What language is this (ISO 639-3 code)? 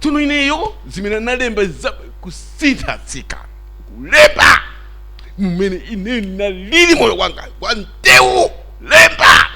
nya